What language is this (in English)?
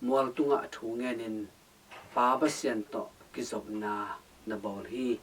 Tedim Chin